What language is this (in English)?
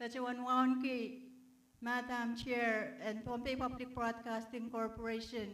Pohnpeian